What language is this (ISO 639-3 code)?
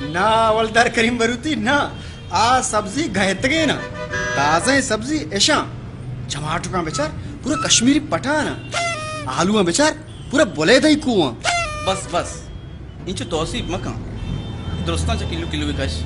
bal